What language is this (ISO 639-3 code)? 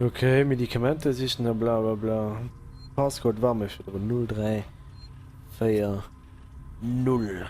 ltz